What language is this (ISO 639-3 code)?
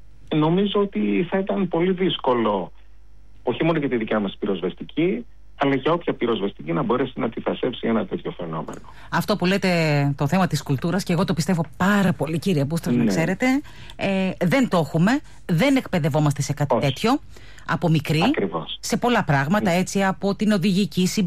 ell